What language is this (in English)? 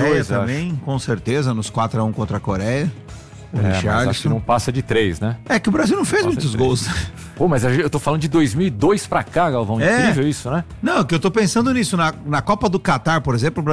Portuguese